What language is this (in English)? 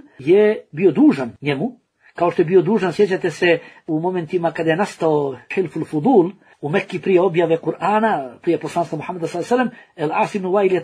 Bosnian